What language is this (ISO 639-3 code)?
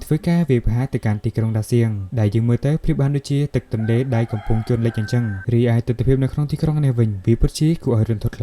khm